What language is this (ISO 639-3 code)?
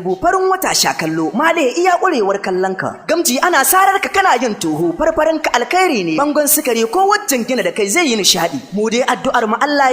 hau